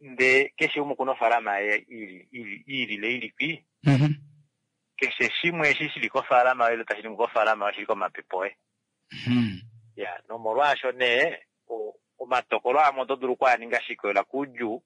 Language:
Kuanyama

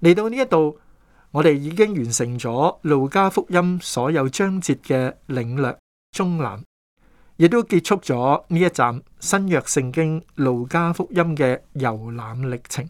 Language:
Cantonese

